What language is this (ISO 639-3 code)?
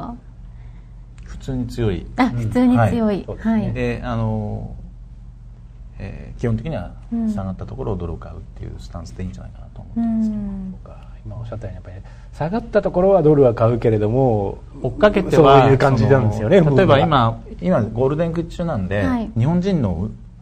jpn